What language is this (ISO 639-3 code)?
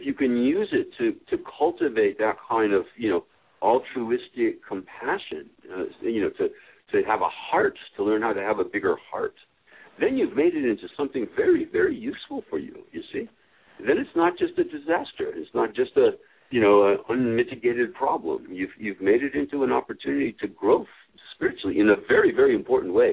eng